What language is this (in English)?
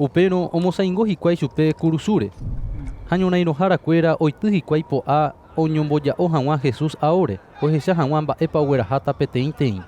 Guarani